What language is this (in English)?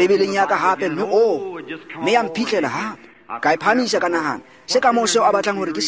Tswana